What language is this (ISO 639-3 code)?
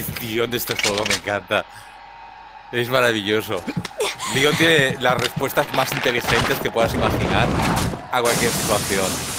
spa